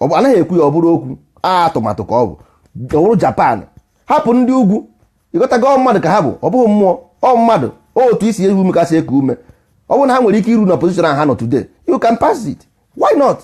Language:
Igbo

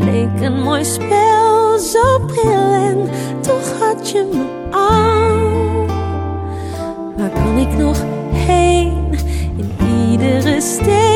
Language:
Dutch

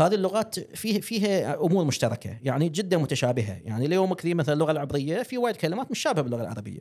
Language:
Gulf Arabic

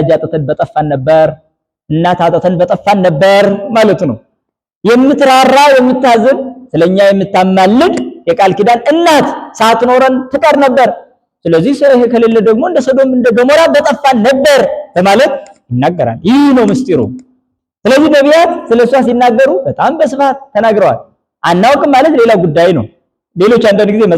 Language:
Amharic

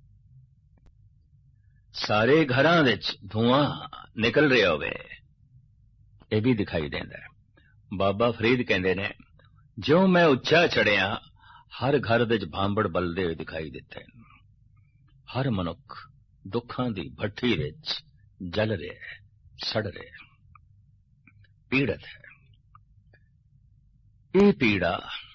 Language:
Punjabi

